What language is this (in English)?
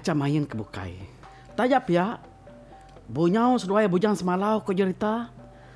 Iban